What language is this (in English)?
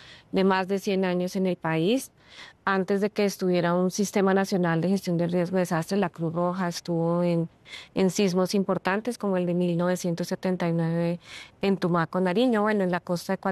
Spanish